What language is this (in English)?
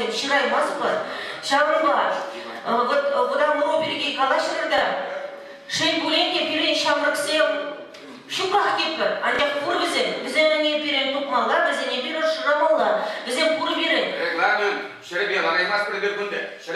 Chuvash